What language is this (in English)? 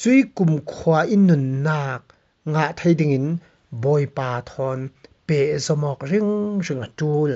Falam Chin